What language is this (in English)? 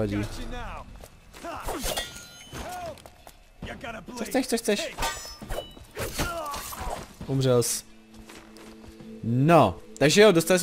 Czech